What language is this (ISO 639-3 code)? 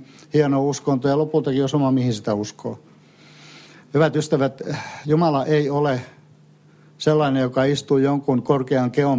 fin